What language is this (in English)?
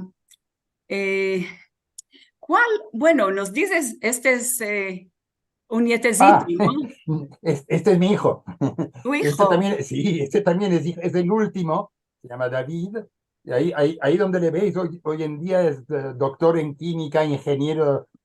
Ladino